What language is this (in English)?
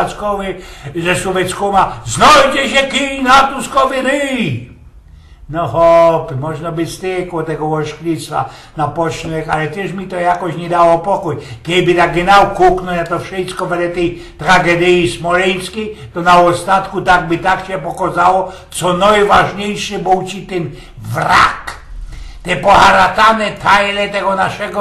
Silesian